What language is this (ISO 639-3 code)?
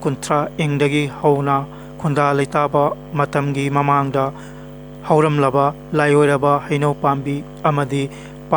mni